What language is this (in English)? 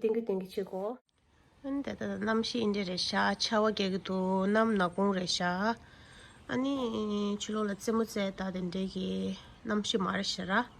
Tibetan